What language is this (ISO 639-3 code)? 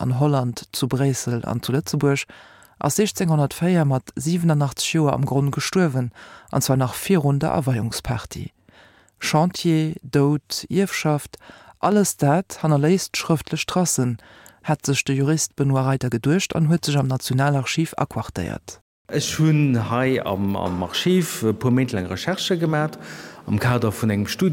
ltz